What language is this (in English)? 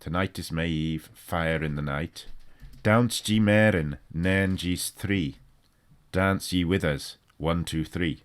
Manx